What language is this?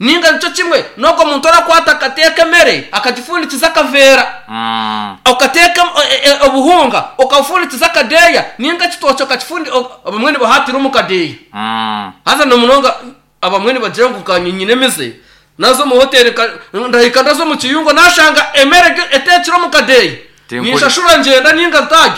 Nyankole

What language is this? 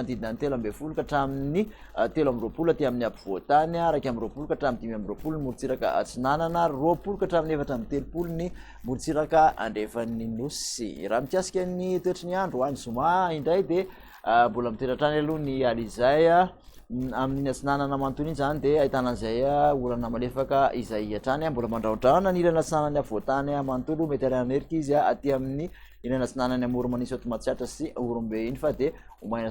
Malagasy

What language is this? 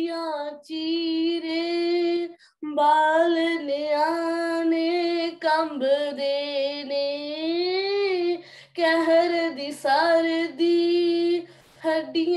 Punjabi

